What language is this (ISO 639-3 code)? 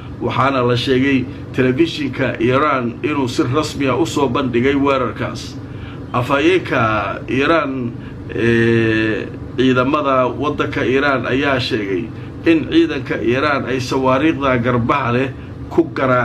som